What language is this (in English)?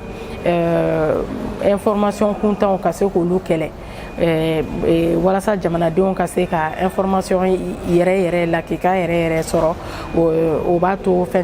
Bambara